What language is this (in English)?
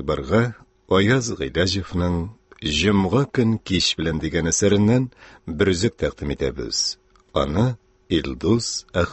Tatar